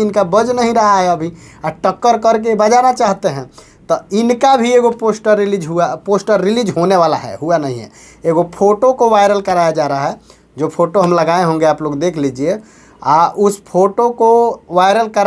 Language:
Bhojpuri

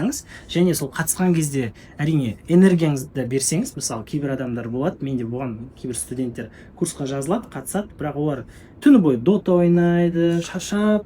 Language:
Kazakh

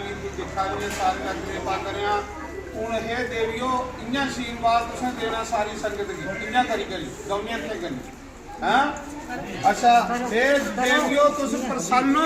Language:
Dogri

